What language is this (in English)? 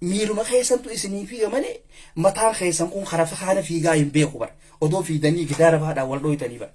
Oromo